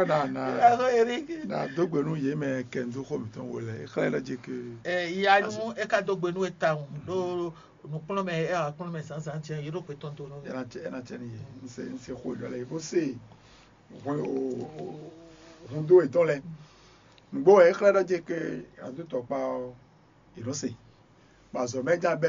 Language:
Fon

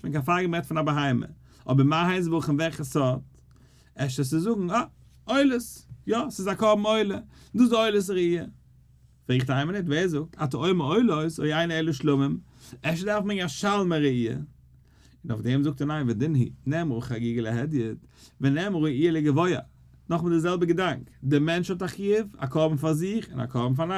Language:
Yiddish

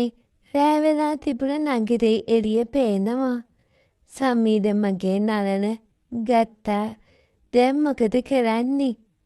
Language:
Sinhala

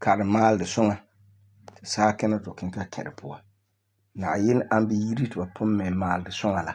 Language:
Frafra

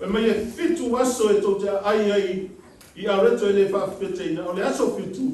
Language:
Samoan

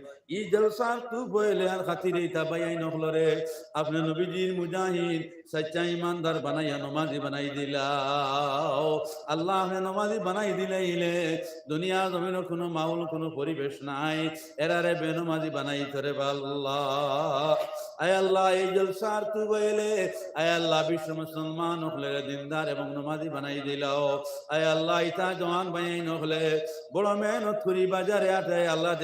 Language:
Sylheti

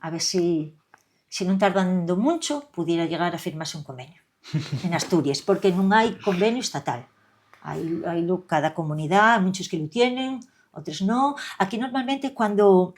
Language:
Asturian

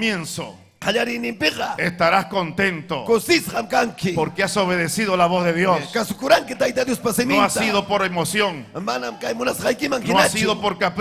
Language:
Ayacucho Quechua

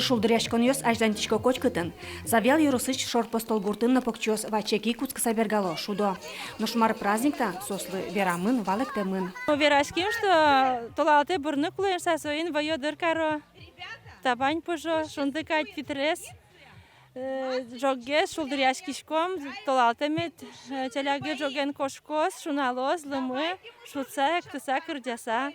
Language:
Udmurt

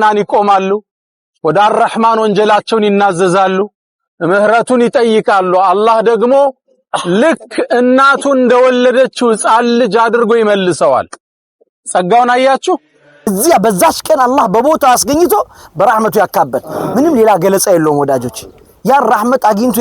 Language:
Amharic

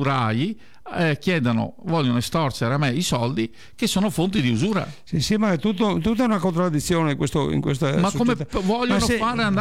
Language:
Italian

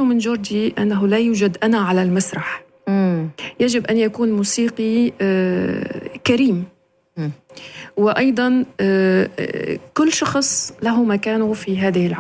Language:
Arabic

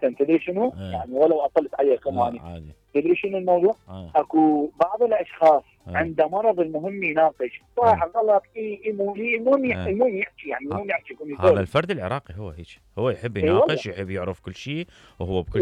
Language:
Mesopotamian Arabic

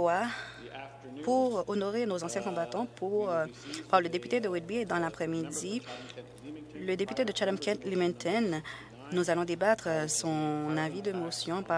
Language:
French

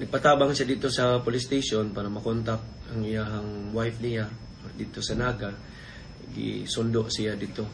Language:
Cebuano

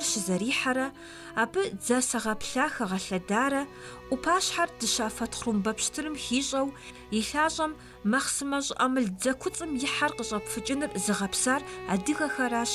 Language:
Kabardian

